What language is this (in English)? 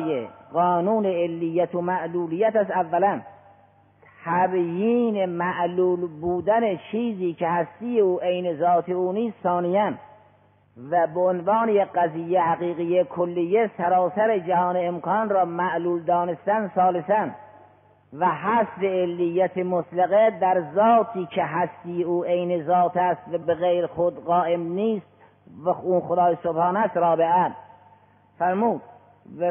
Persian